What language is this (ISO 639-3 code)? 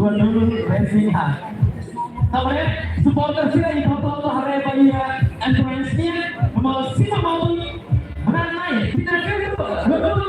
tet